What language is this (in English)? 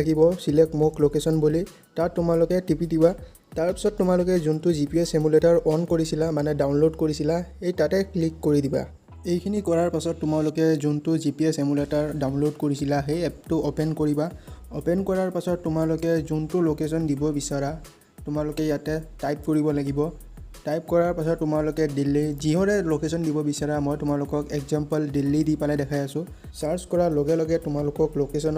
Assamese